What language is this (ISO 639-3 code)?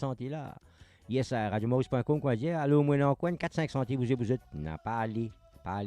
mfe